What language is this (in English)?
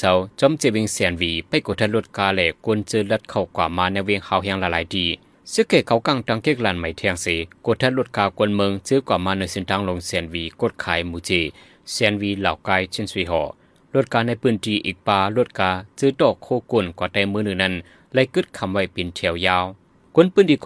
Shan